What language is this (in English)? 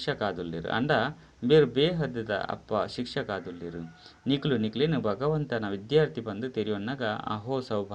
Tulu